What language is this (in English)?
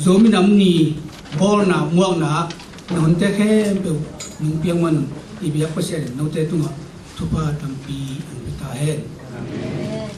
Tedim Chin